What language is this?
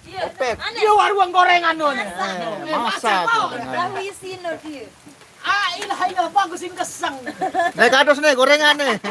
Sasak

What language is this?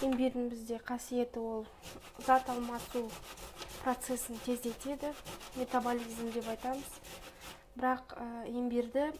Kazakh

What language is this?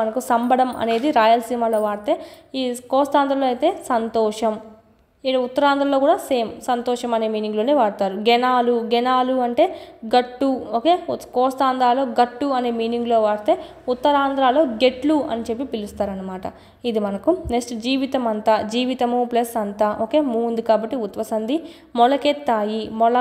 Telugu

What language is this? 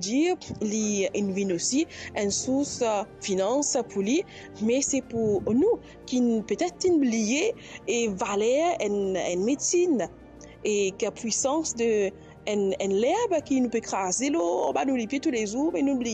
Morisyen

